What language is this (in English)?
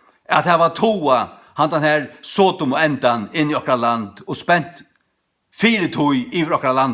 Faroese